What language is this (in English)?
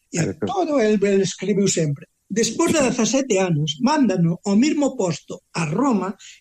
Galician